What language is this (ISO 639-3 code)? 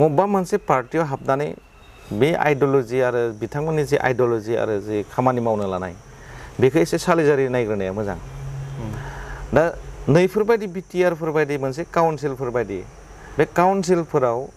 brx